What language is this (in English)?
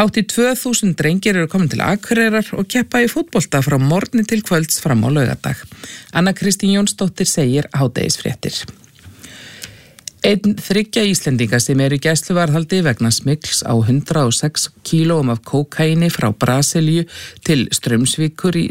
Icelandic